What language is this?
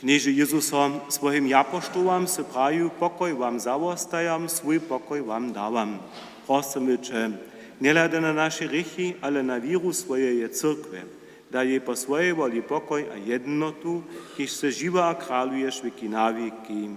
Upper Sorbian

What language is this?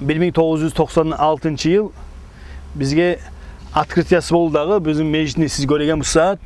Kumyk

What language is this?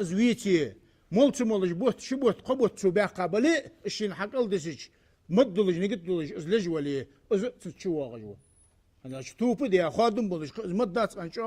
Ingush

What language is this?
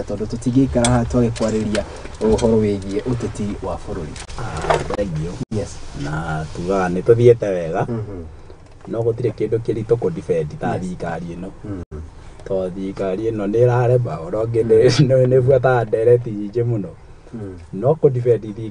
Kikuyu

